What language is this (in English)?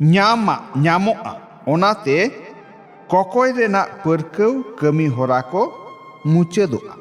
Santali